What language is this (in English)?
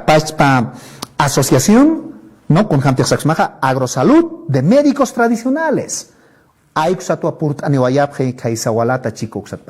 Aymara